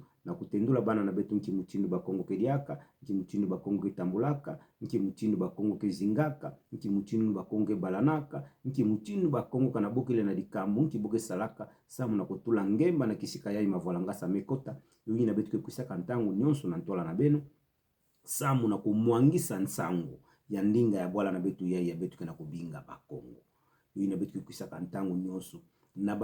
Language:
Kituba (Democratic Republic of Congo)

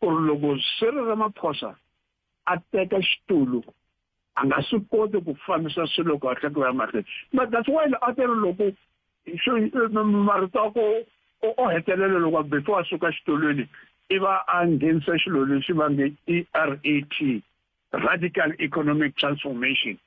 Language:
Tsonga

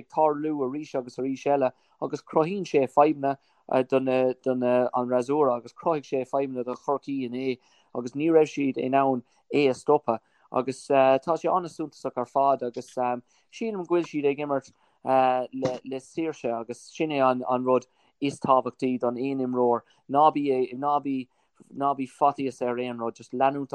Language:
Irish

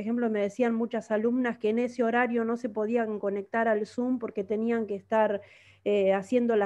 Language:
Spanish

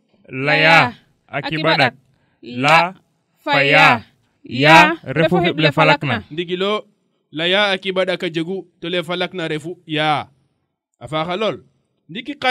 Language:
Serer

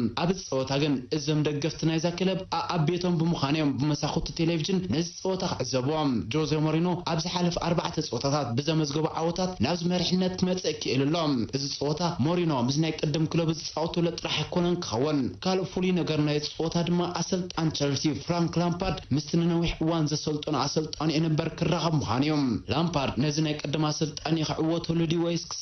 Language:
Tigrinya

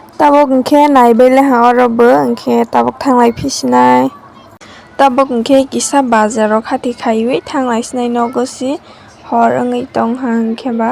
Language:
Kok Borok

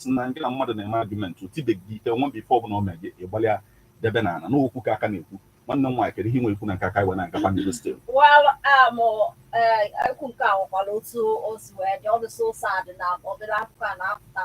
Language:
Igbo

